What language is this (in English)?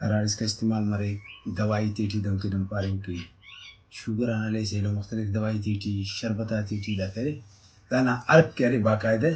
Brahui